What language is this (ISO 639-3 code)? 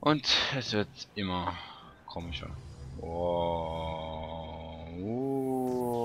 gsw